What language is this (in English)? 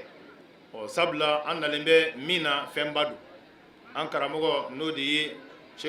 Bambara